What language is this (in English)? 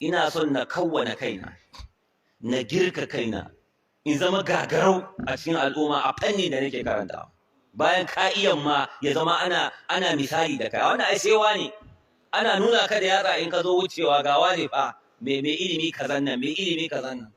Hausa